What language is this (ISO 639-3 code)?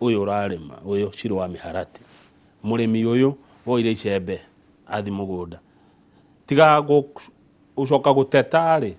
kik